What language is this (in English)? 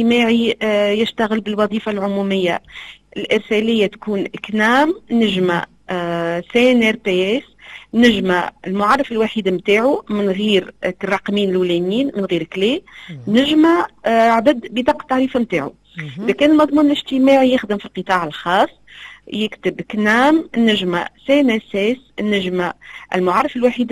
Tunisian Arabic